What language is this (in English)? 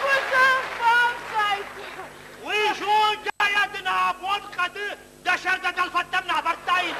Ossetic